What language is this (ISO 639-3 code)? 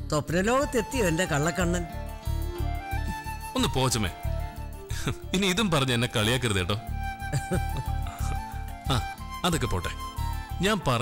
mal